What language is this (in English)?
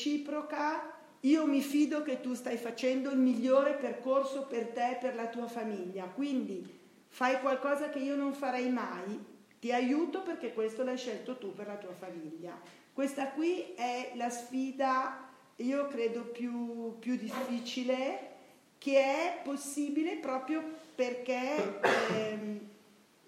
Italian